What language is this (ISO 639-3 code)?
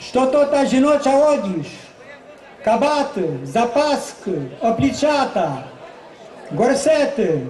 rue